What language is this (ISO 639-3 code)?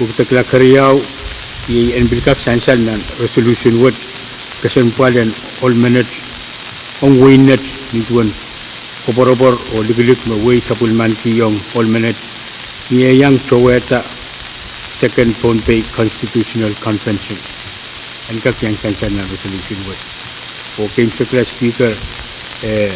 pon